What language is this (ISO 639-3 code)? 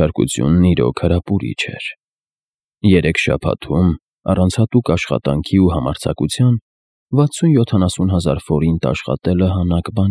hye